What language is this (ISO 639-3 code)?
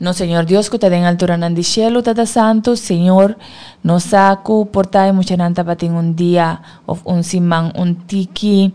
pap